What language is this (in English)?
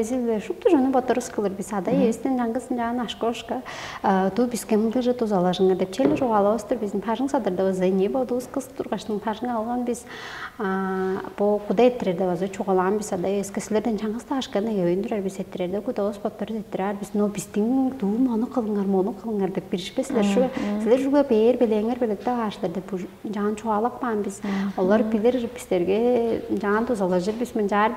Tuvinian